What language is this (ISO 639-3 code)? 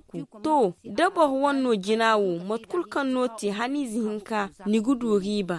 dje